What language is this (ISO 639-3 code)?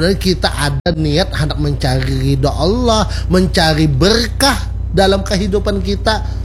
bjn